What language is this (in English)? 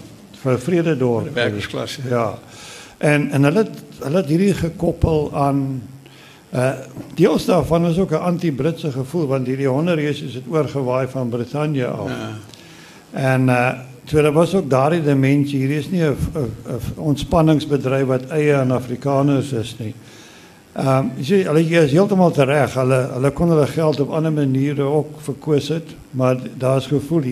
Afrikaans